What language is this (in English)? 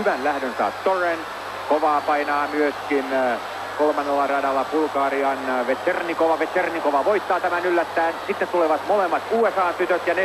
Finnish